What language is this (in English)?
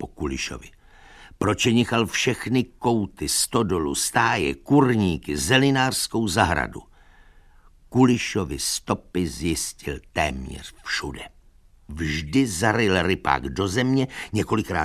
Czech